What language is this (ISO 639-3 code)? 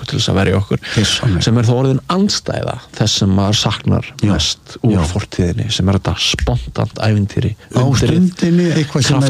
isl